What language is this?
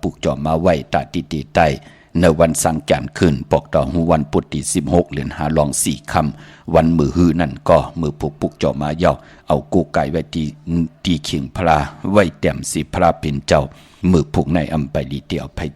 Shan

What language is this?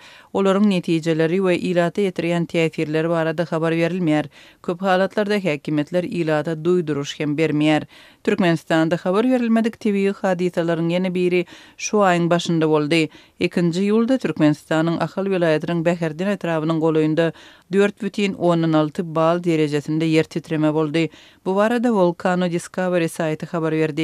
Turkmen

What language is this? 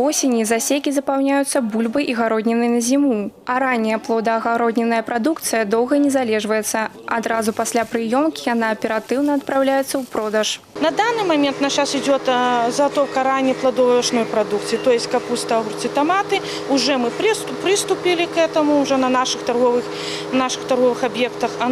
Belarusian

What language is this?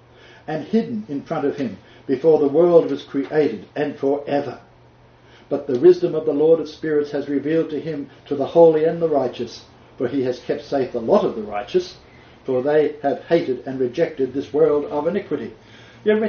English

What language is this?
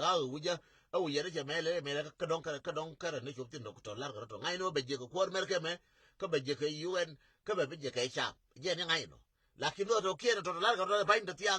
Nuer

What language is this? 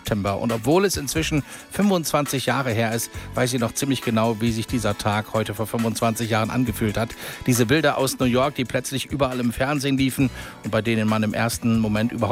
German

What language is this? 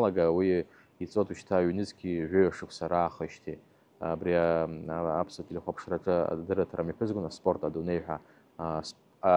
Abkhazian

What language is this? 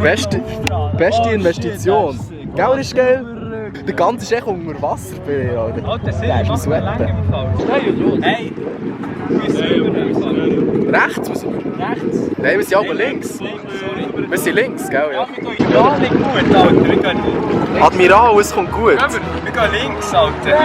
Swiss German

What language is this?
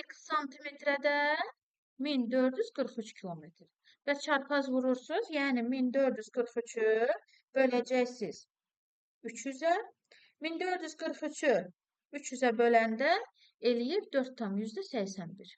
Azerbaijani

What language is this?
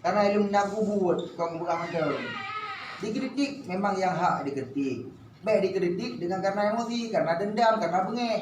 Achinese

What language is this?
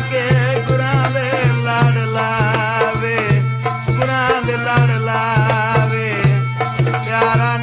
Punjabi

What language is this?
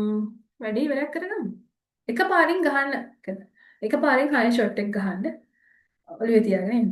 Sinhala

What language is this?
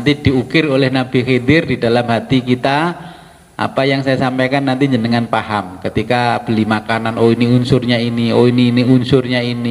Indonesian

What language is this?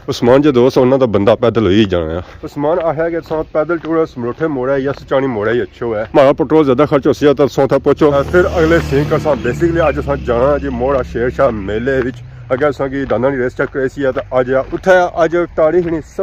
Pahari-Potwari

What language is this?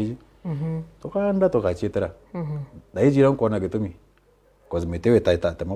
Meru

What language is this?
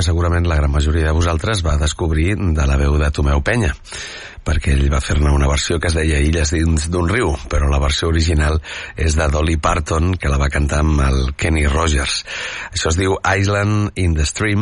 Catalan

